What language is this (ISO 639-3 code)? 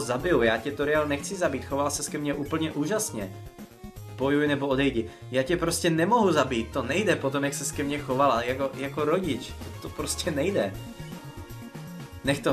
ces